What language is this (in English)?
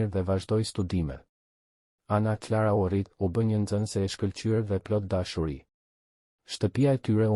Albanian